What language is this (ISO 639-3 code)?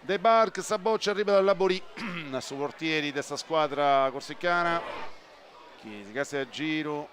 srd